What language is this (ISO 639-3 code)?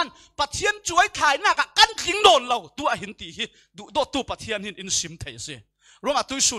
cfm